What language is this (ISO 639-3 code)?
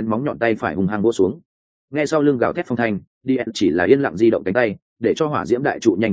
vie